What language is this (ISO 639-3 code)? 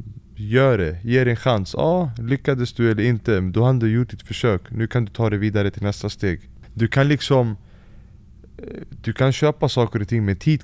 swe